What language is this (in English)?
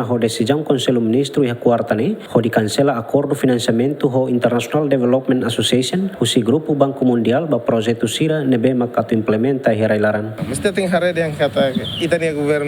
Tetum